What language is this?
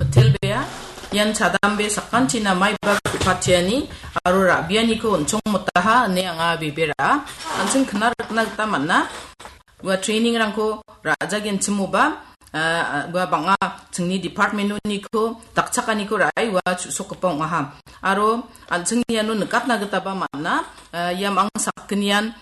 Garo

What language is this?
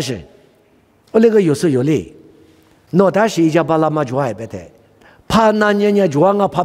Lisu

